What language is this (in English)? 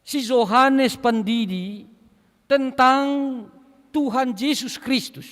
Batak Simalungun